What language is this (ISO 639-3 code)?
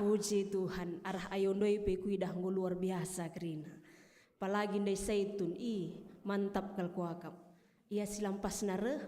btx